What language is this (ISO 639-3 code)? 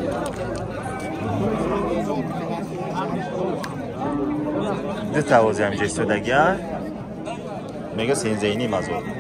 fas